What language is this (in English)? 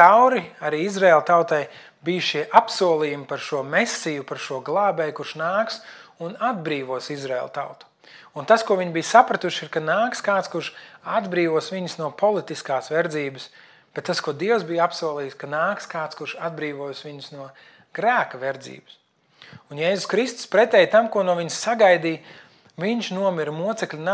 Latvian